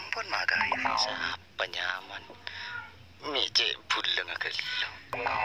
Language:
Madurese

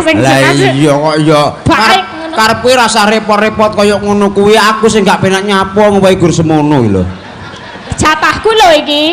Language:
Javanese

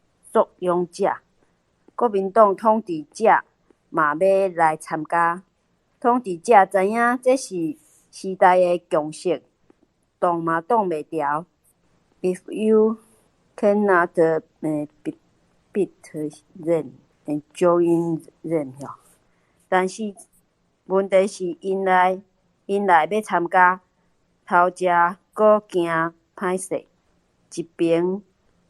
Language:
Min Nan Chinese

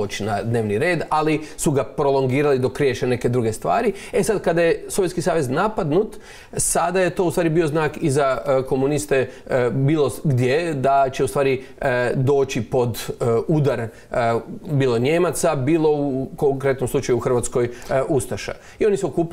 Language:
Croatian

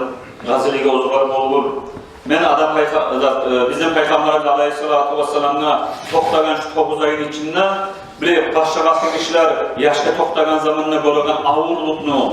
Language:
Kumyk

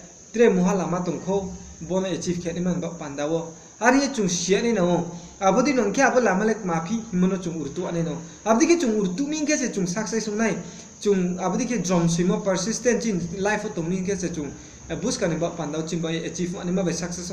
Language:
Riang (India)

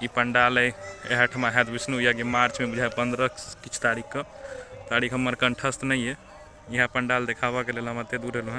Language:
Maithili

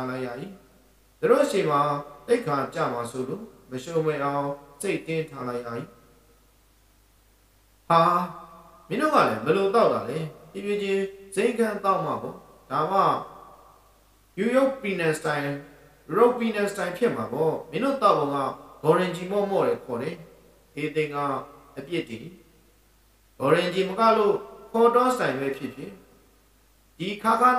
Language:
Burmese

